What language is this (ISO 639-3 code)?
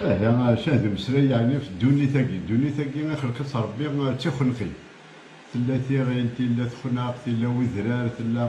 kab